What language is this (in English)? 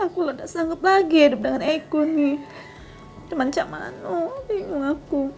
Musi